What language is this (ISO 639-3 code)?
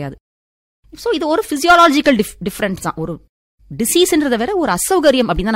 tam